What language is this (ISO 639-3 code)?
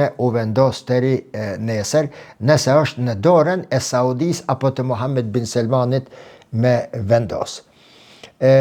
sqi